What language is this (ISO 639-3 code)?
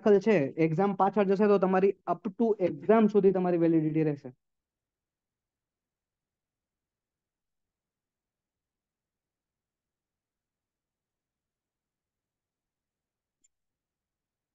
guj